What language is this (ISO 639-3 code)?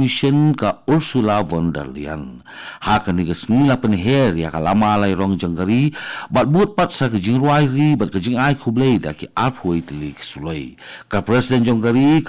kha